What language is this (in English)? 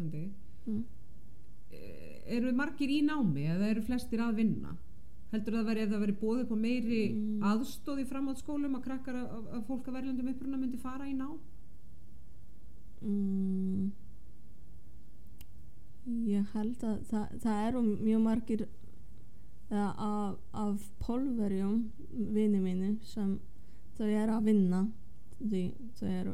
Icelandic